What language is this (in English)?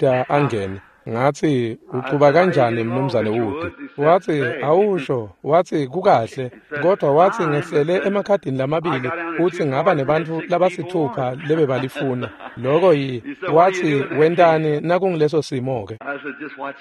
Swati